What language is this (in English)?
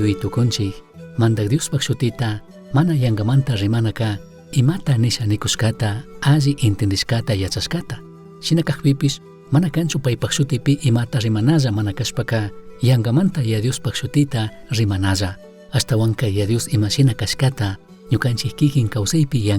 Chimborazo Highland Quichua